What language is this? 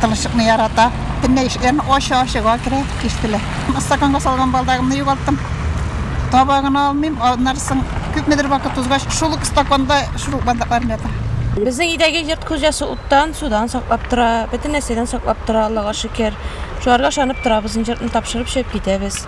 Tatar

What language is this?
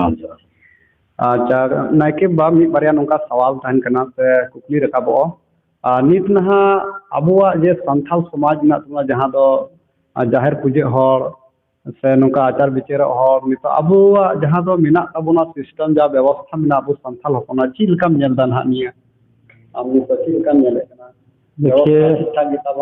Santali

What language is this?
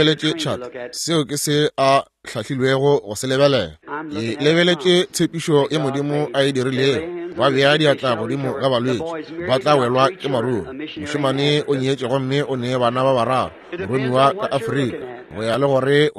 Northern Sotho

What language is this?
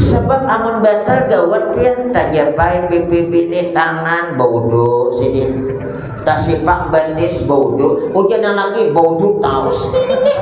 Banjar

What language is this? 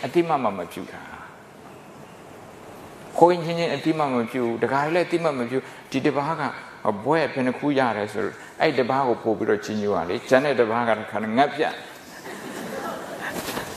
Burmese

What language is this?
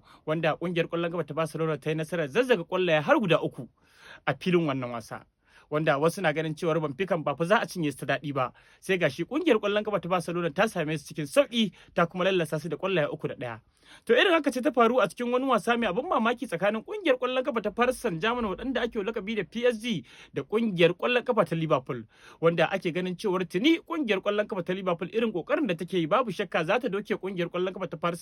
Hausa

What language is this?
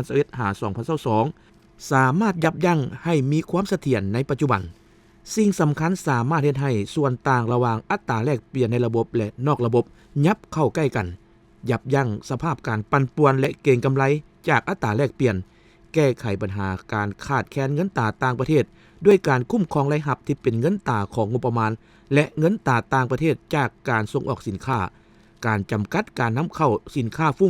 Lao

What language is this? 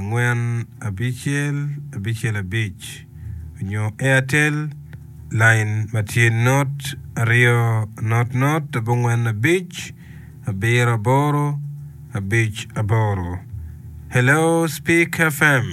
Acoli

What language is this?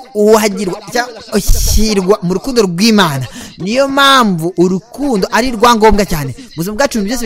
Kinyarwanda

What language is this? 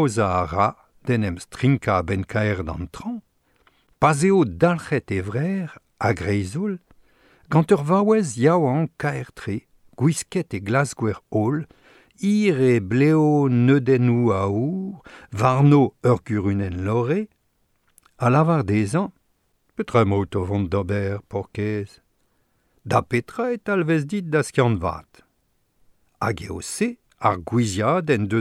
Breton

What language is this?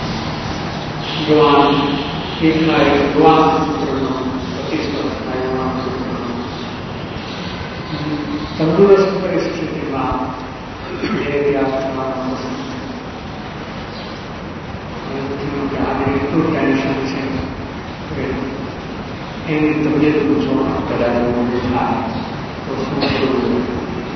Gujarati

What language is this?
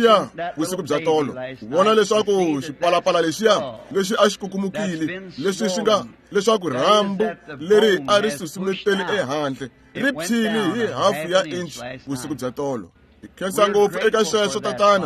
Tsonga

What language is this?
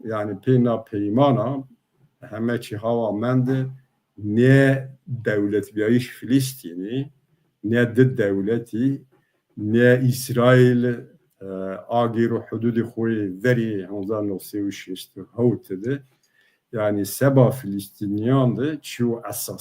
Zaza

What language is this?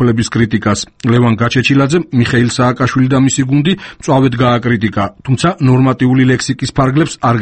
Georgian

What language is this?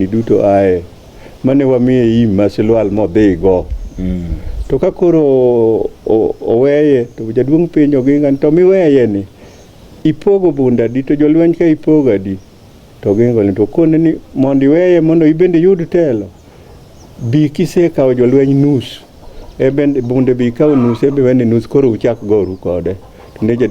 Luo (Kenya and Tanzania)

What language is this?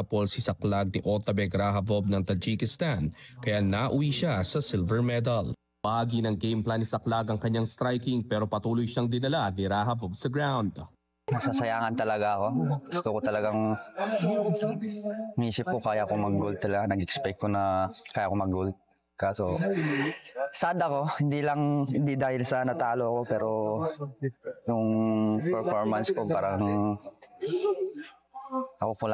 Filipino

